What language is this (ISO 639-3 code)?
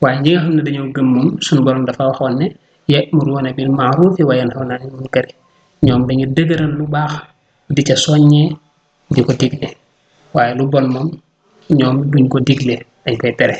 wol